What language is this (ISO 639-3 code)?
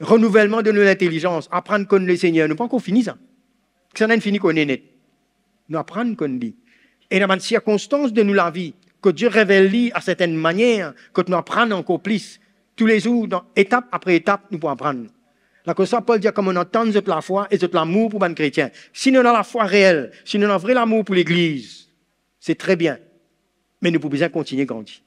mfe